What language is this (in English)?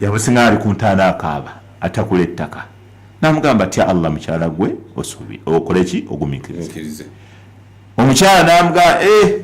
Ganda